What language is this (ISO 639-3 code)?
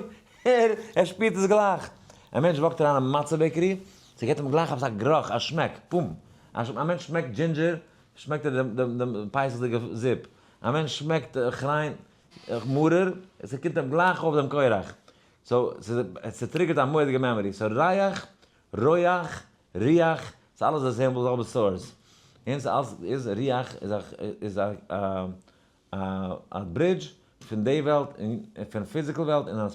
yid